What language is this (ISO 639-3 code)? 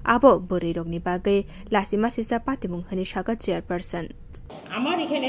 trp